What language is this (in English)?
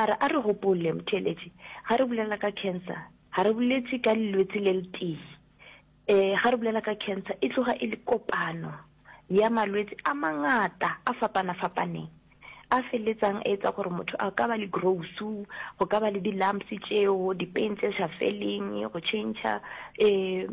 Northern Sotho